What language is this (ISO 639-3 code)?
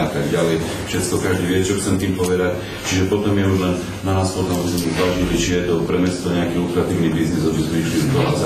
slk